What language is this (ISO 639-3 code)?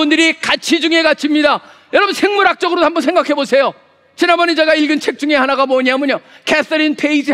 kor